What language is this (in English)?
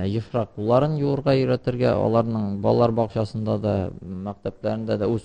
Tatar